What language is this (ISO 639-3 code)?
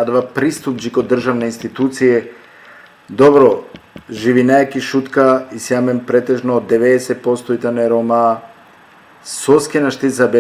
rmn